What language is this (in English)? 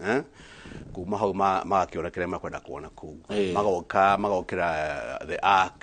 Kikuyu